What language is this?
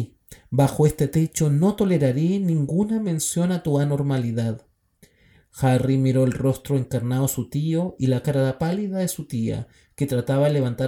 Spanish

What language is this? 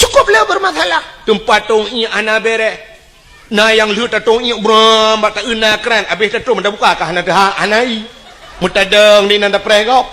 Achinese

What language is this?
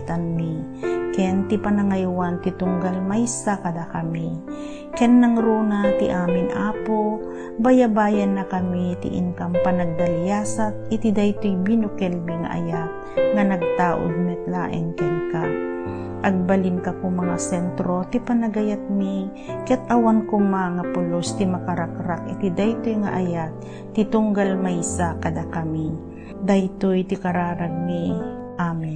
Iloko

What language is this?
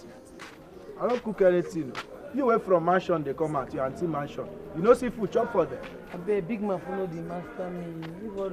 Nigerian Pidgin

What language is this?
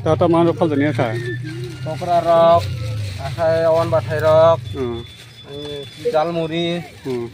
Kok Borok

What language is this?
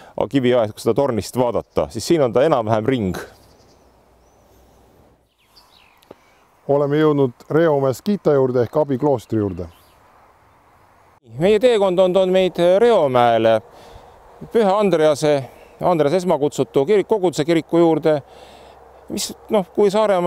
Estonian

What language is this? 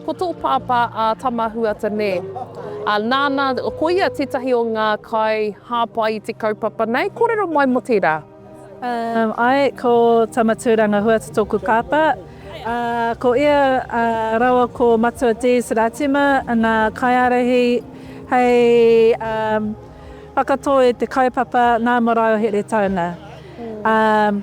Māori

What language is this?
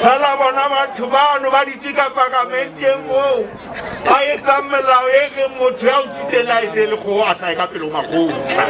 Southern Sotho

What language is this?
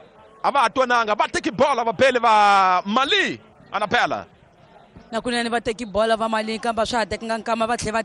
Tsonga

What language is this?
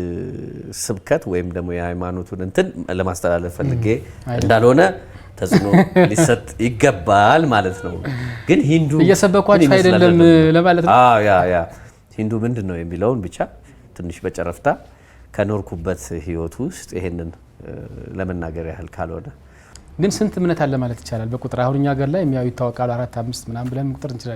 Amharic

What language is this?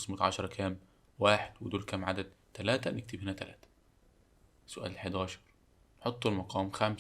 Egyptian Arabic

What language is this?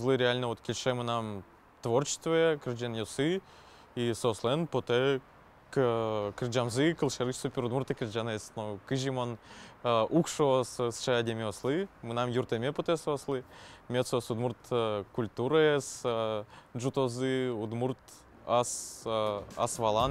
Udmurt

